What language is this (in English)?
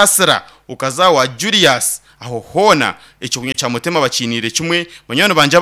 Nyankole